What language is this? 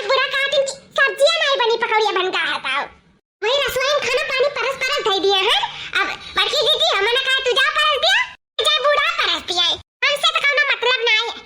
Awadhi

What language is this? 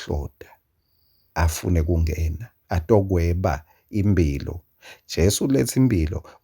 Swati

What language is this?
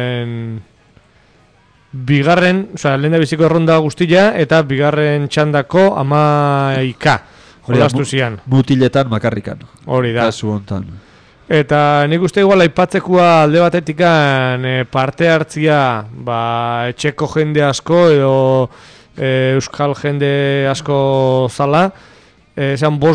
Basque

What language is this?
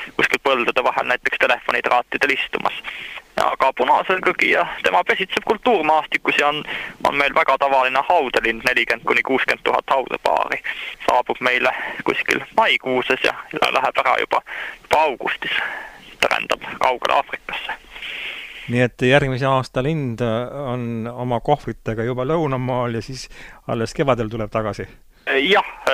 Estonian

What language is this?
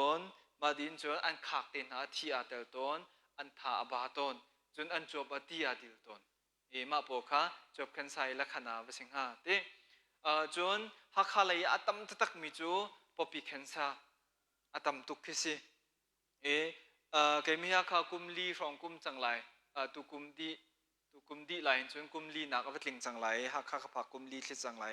Hakha Chin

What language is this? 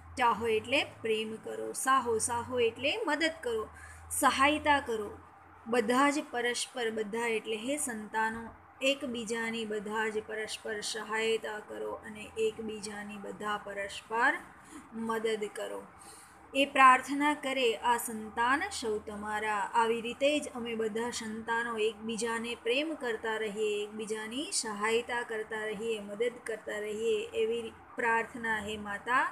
Gujarati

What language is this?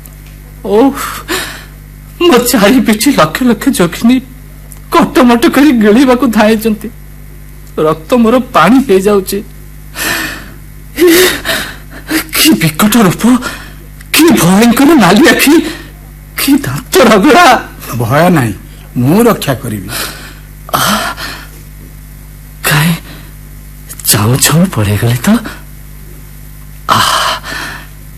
Odia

